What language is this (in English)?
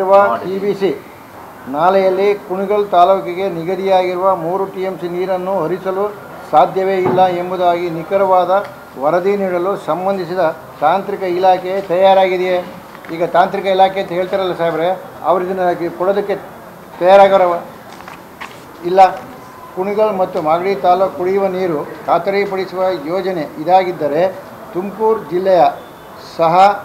Kannada